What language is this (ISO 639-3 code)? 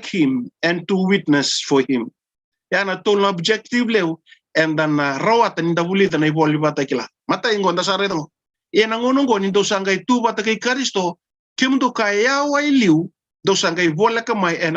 fij